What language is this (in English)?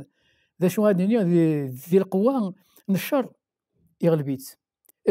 Kabyle